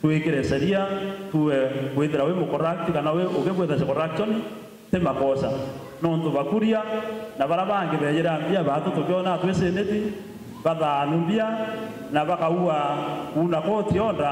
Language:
Meru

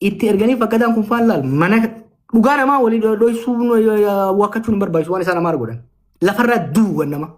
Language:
Oromo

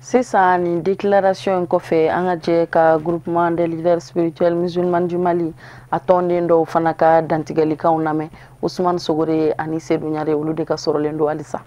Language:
Bambara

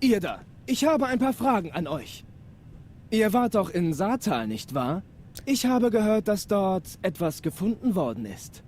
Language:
Swiss German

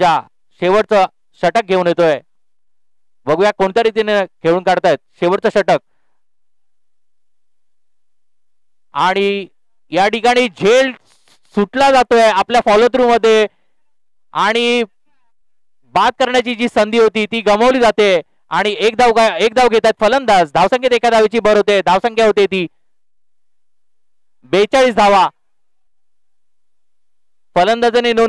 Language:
Marathi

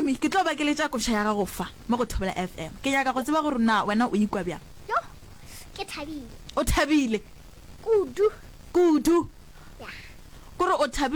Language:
Northern Sotho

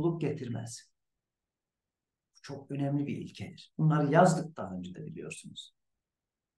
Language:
Turkish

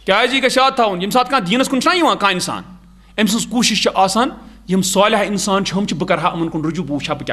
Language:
Kashmiri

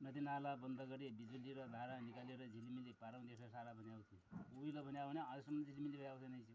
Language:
Nepali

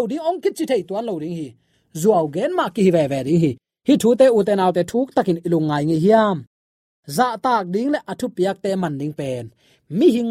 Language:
Tedim Chin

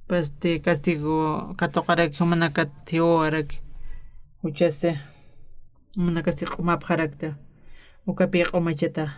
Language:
Aymara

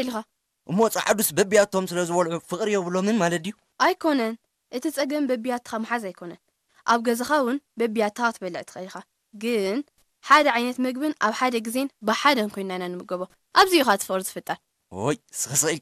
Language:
Tigrinya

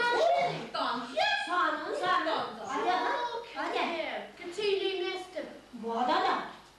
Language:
Chuvash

